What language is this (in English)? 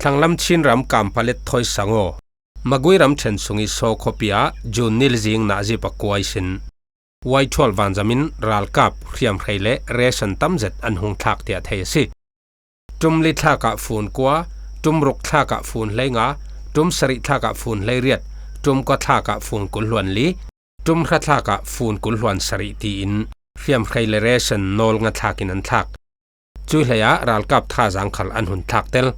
Falam Chin